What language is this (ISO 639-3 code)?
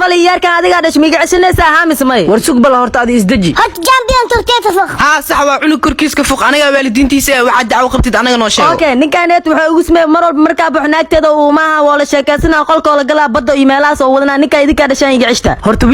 som